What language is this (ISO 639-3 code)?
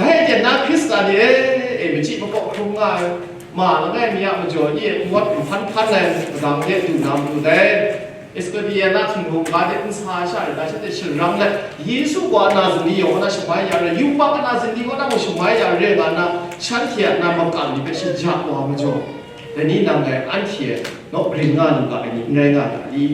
kac